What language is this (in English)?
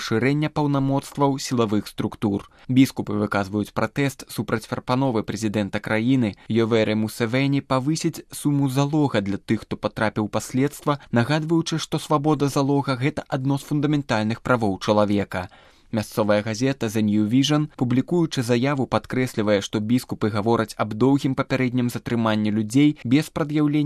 Belarusian